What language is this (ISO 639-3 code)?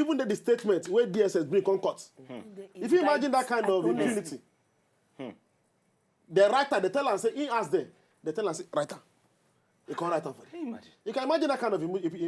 pcm